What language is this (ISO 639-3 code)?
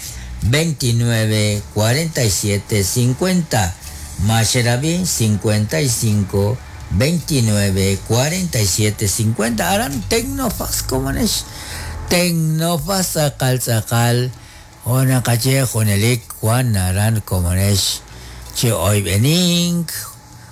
kek